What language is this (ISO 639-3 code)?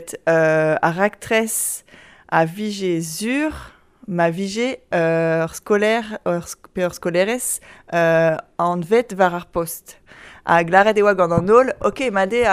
bre